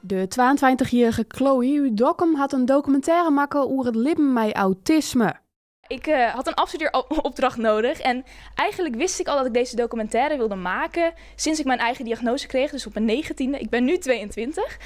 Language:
Western Frisian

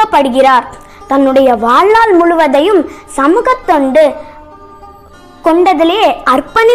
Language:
Tamil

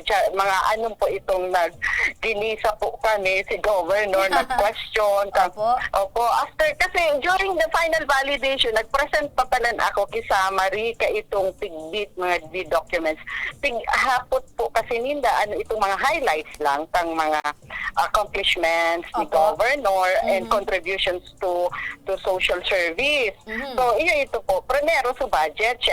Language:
Bikol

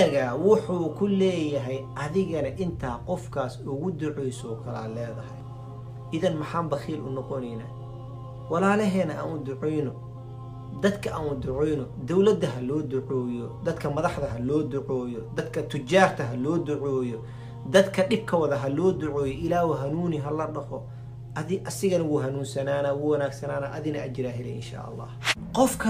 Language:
Somali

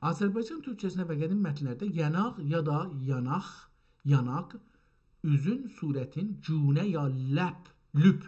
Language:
South Azerbaijani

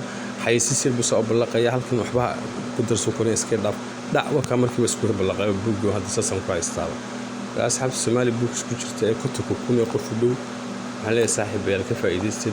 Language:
Somali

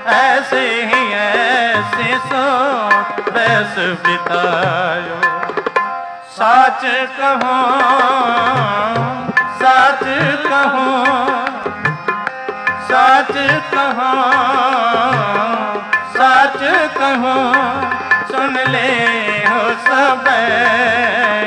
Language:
Punjabi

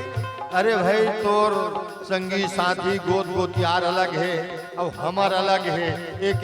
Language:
Chhattisgarhi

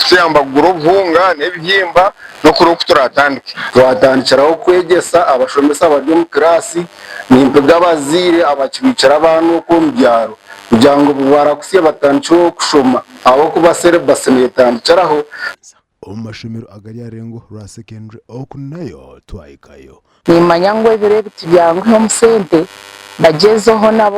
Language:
Nyankole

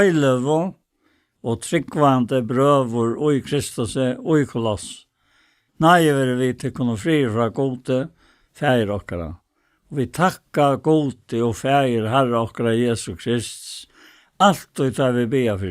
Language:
Faroese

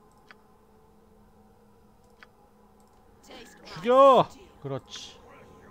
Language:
Korean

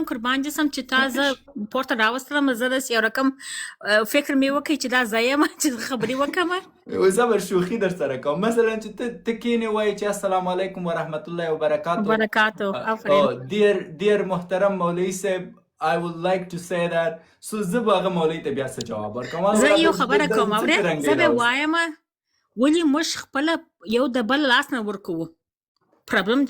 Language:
Pashto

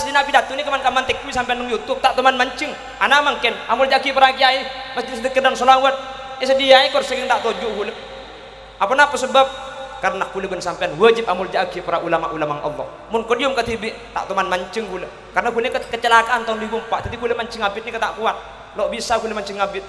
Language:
Madurese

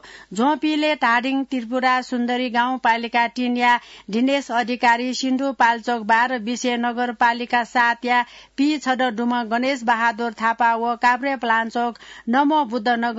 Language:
Newari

